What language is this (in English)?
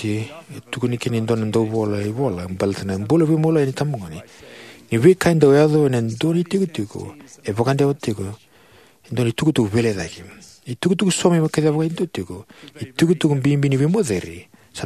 Fijian